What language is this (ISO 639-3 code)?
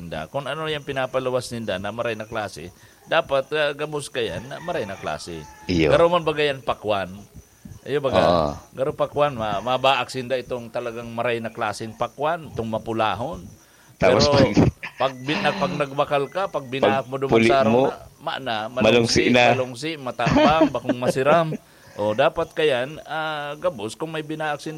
bik